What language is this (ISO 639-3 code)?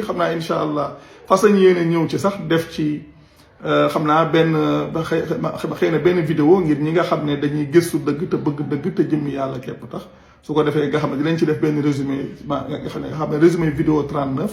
wol